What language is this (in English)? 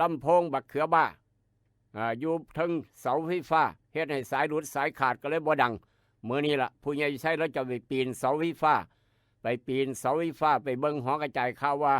Northeastern Thai